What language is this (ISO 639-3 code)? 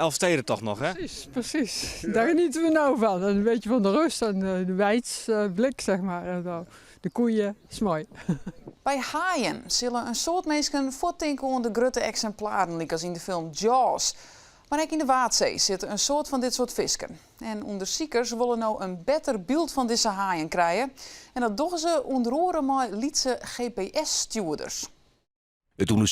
fry